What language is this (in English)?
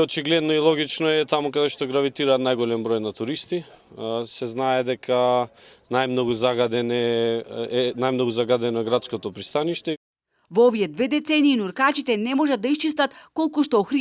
Macedonian